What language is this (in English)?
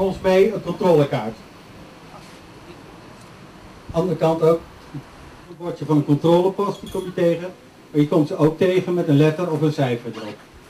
Dutch